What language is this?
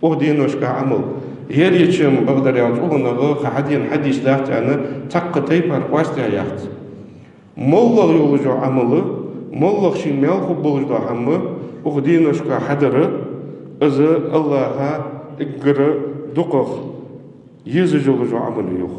Ingush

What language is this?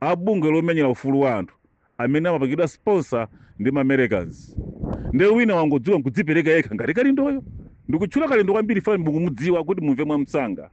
Nyanja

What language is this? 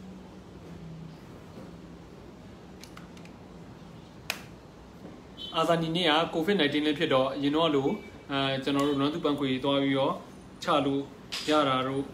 Burmese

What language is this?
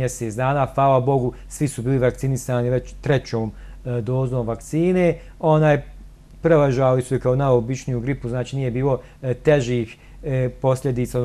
Croatian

